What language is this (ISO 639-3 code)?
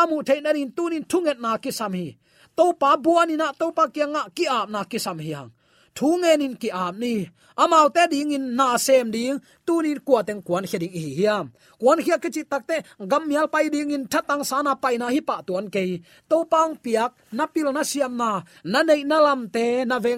ctd